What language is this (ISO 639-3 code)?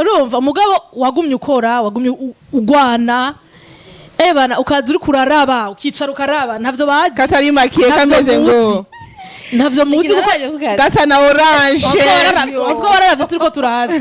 run